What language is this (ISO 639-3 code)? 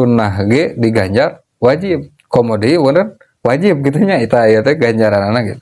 sun